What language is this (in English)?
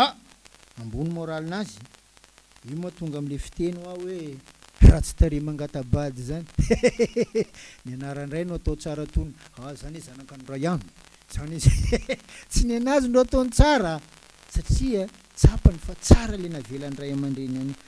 Malagasy